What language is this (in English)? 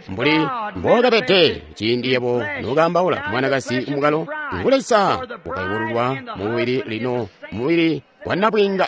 Tonga (Zambia)